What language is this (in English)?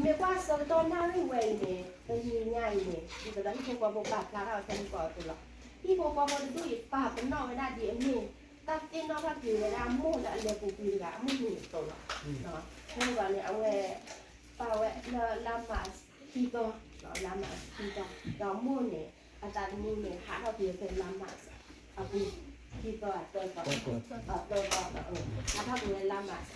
S'gaw Karen